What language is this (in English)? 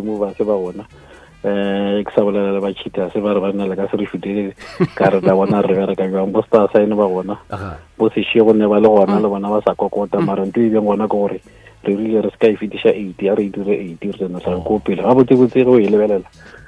Northern Sotho